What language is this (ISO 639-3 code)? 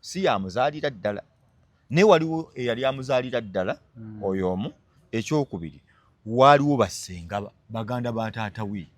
lug